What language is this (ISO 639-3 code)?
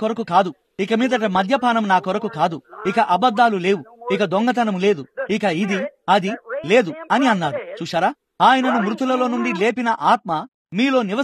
tel